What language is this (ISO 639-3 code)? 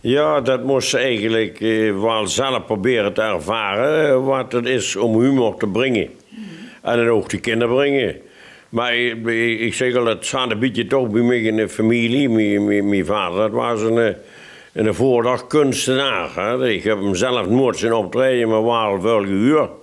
lim